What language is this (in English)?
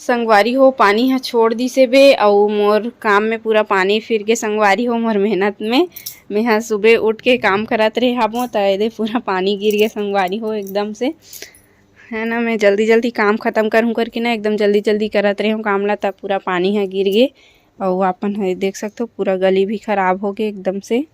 Chhattisgarhi